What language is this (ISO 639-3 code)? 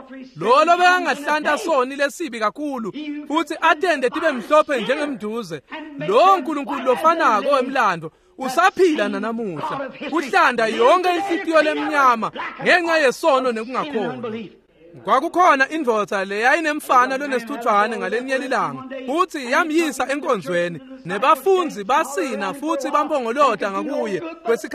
ssw